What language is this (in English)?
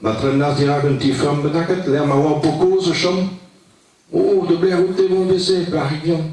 Breton